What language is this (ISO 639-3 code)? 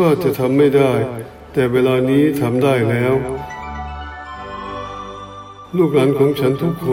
tha